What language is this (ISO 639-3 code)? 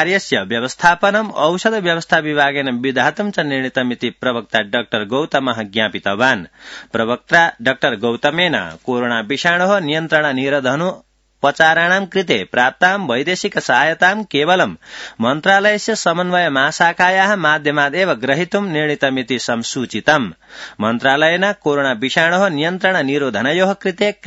san